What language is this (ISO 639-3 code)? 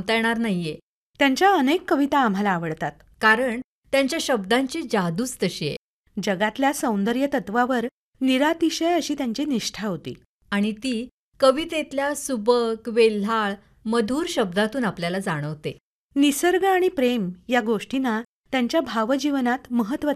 mar